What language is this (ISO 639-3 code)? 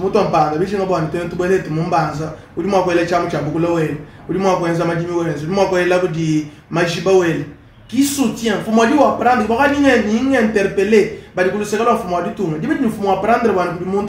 lua